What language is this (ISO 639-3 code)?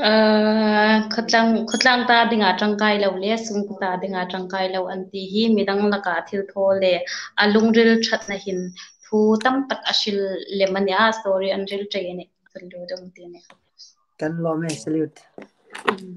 hmr